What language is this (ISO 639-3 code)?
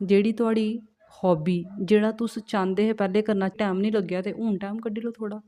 doi